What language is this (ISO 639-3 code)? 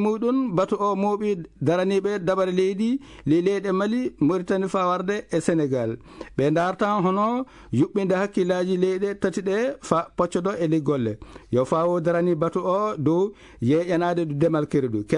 ful